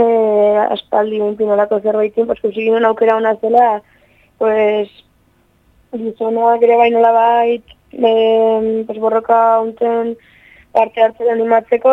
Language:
Basque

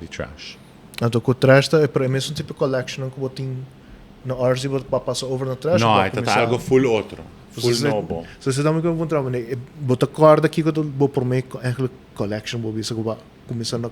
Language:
Papiamento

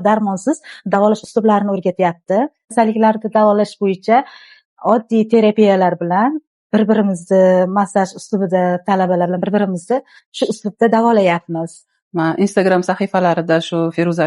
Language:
Uzbek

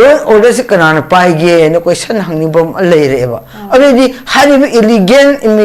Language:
Manipuri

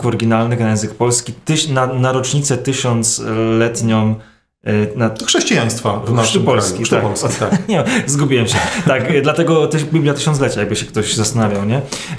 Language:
Polish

